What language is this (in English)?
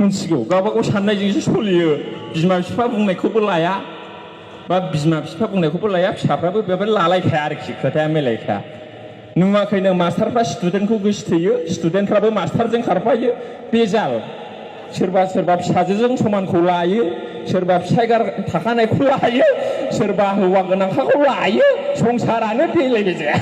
Bodo